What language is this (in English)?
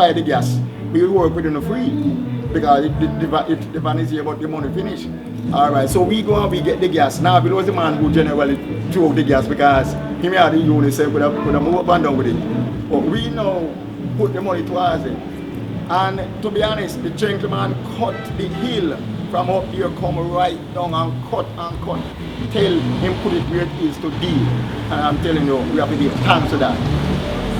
Jamaican Creole English